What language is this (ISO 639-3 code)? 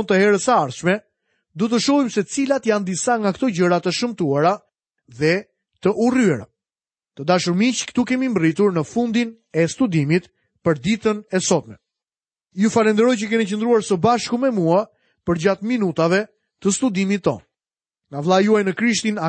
sqi